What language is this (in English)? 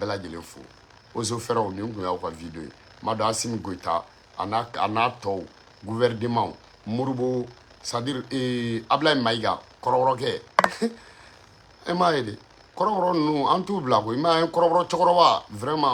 Bambara